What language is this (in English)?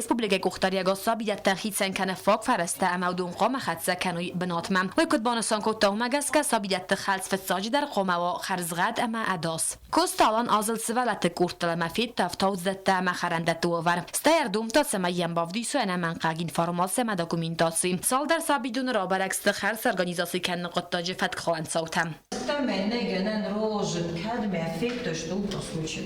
Ossetic